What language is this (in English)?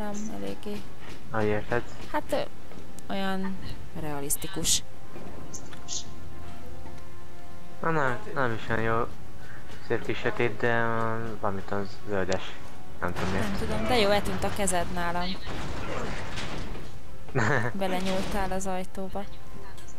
Hungarian